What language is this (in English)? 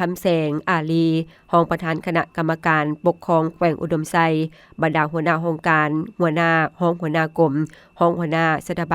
Lao